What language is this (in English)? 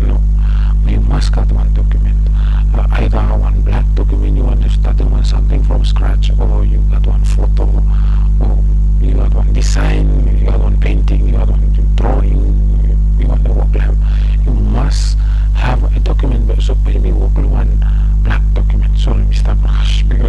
Bislama